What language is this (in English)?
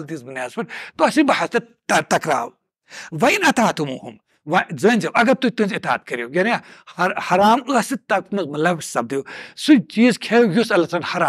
Kashmiri